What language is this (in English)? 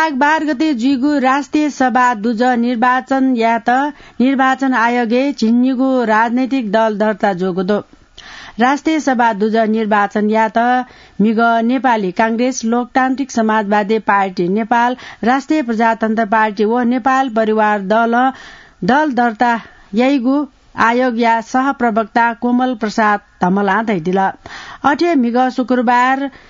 Newari